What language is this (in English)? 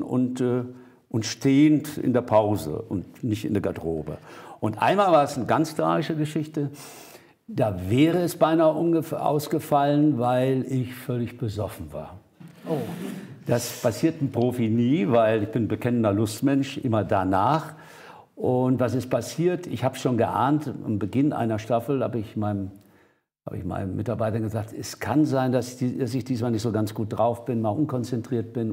German